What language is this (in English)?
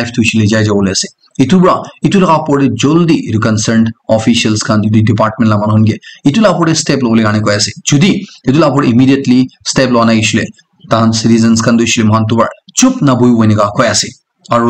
Naga Pidgin